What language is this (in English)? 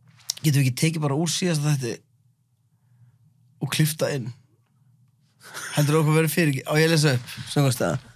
Icelandic